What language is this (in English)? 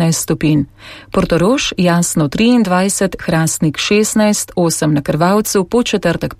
Slovenian